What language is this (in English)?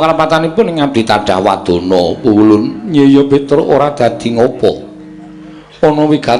Javanese